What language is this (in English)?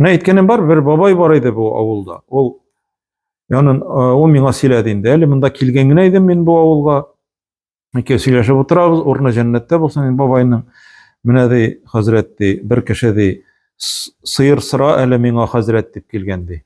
Tatar